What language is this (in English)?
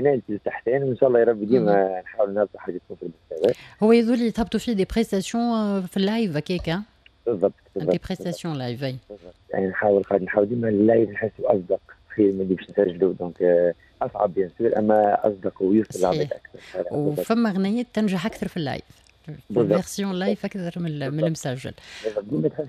Tunisian Arabic